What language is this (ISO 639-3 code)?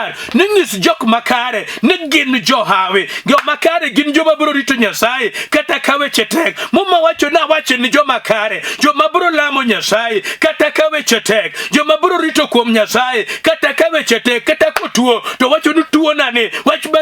luo